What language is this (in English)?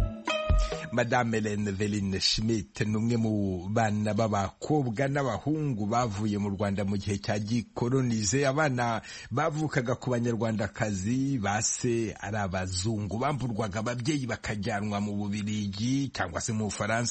Kinyarwanda